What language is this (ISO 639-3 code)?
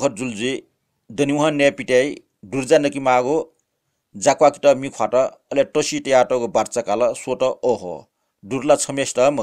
new